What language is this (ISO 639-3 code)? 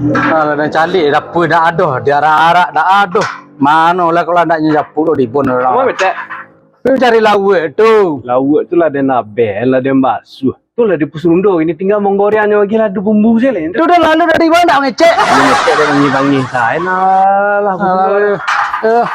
min